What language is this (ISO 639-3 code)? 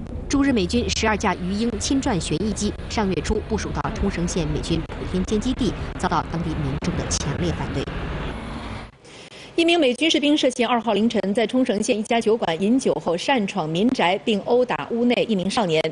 zho